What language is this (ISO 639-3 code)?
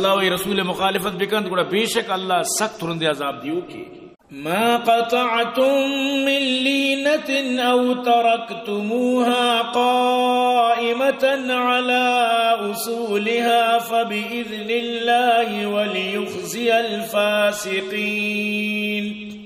bgp